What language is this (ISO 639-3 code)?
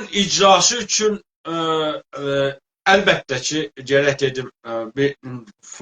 azb